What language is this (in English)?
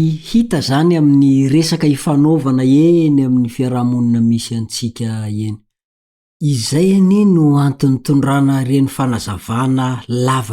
Malagasy